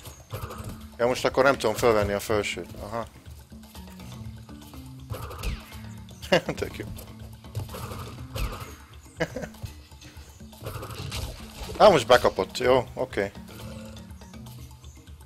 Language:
Hungarian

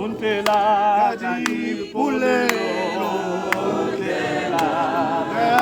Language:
Tswana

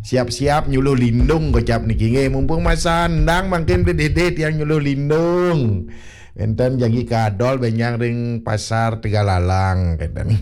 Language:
Balinese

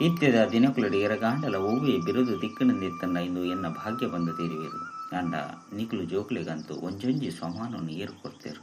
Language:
Tulu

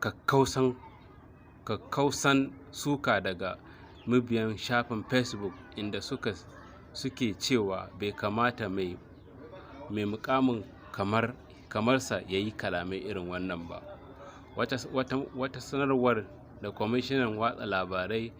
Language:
Hausa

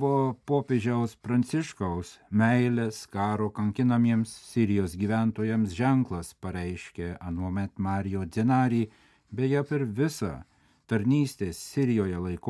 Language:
Lithuanian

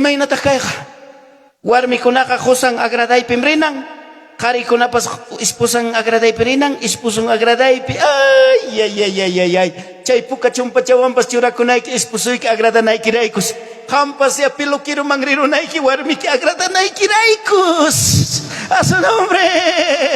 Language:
Ayacucho Quechua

